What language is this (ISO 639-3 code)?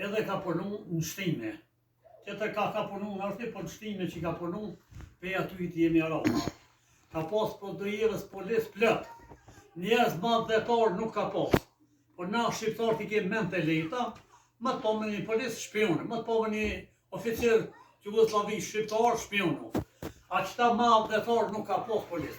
sqi